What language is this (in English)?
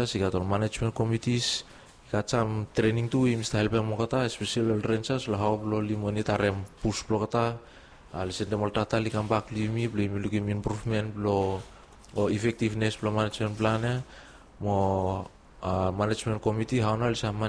Bislama